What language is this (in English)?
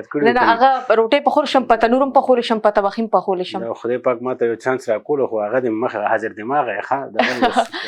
Pashto